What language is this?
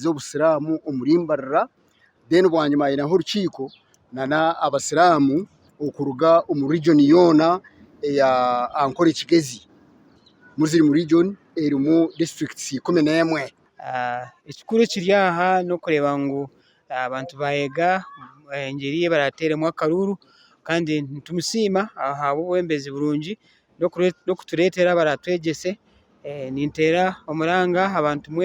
Nyankole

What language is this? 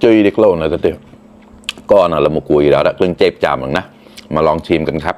Mon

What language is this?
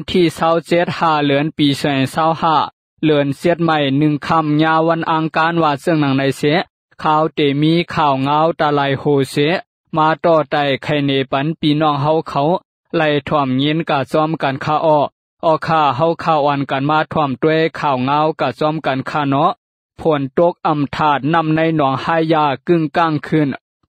Lao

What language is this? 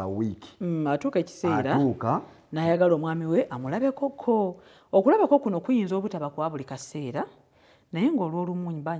Ganda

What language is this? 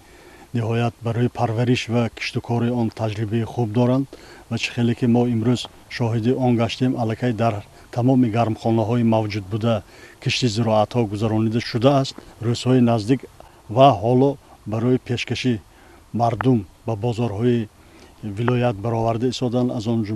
Tajik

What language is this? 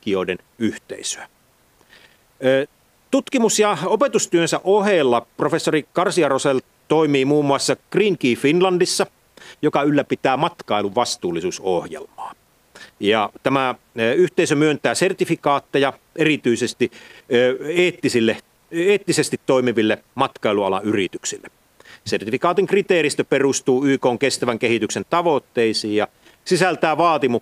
Finnish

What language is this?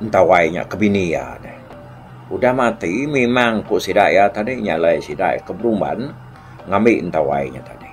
Iban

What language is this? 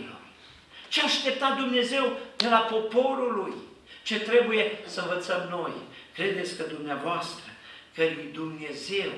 Romanian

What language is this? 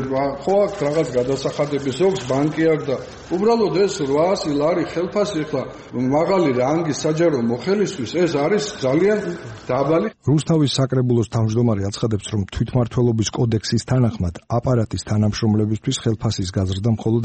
Georgian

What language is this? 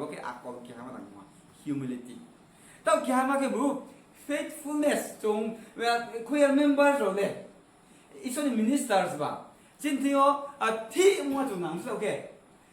Riang (India)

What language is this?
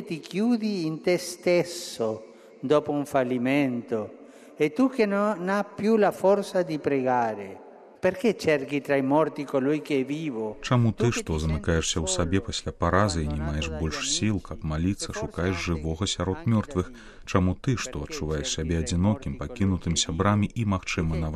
Belarusian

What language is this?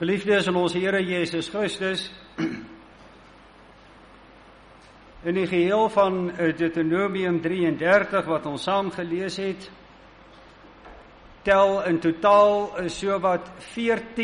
Afrikaans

